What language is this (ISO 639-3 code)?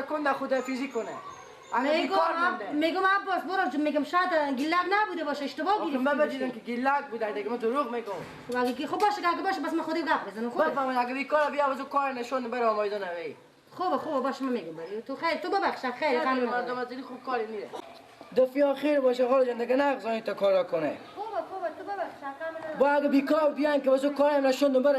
fas